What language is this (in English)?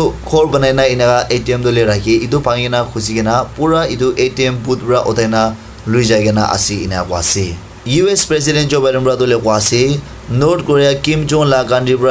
Naga Pidgin